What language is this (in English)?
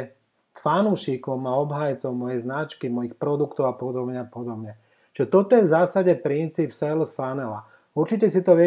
Slovak